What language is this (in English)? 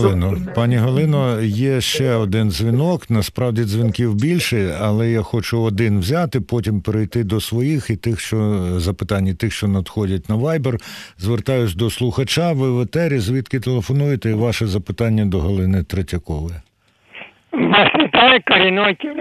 Ukrainian